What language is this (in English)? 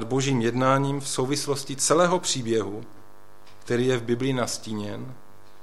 Czech